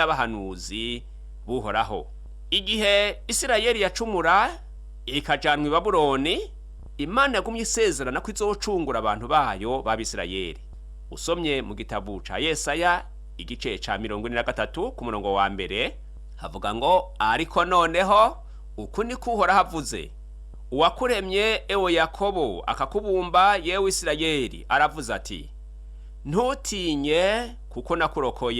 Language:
Rundi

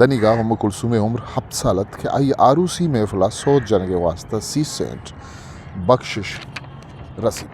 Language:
Eastern Balochi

